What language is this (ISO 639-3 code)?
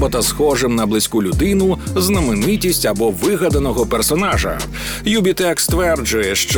ukr